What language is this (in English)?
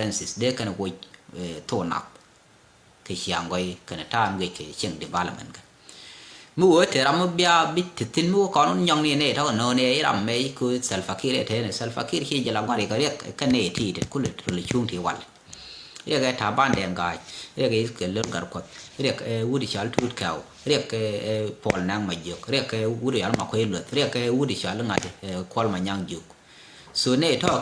Nuer